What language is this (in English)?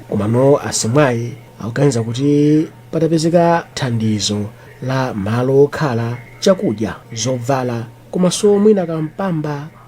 Nyanja